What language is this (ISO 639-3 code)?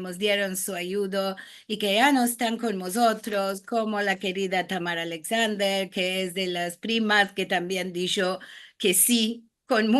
lad